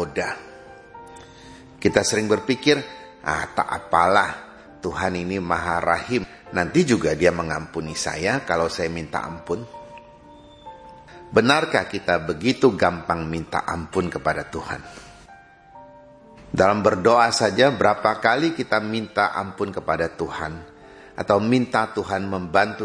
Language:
Indonesian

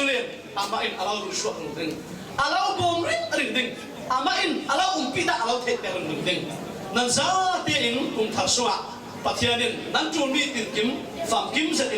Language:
Falam Chin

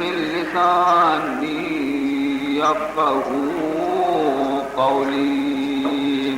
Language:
Baluchi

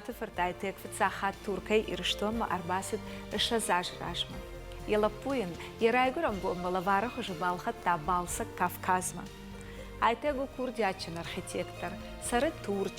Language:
Ossetic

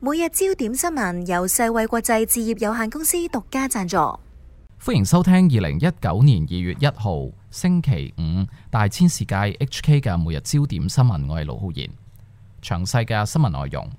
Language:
Cantonese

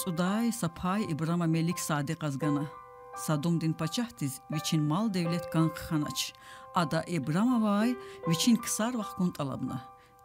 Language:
Lezghian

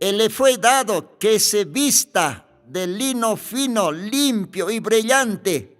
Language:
Aymara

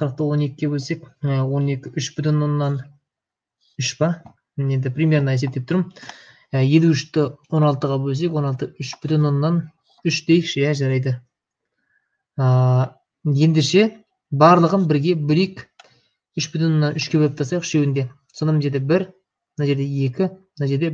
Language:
Kazakh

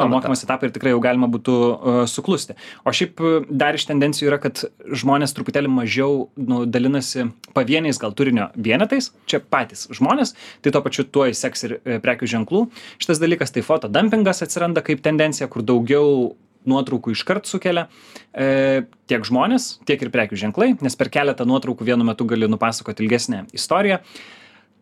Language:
Lithuanian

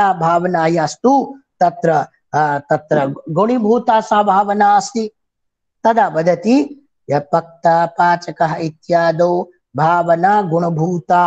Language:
Sanskrit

